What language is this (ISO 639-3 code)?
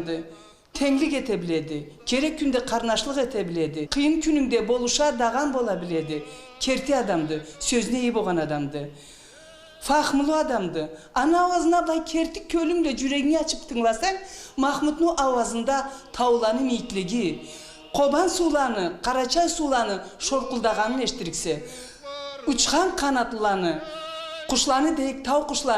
krc